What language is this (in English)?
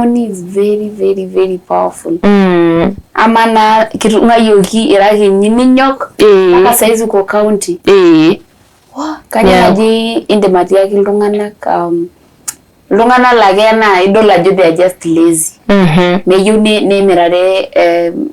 Masai